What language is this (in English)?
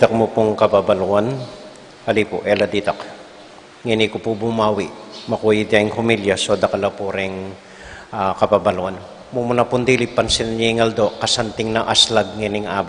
Pampanga